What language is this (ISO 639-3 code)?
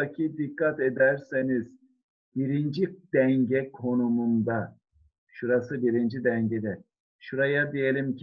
tur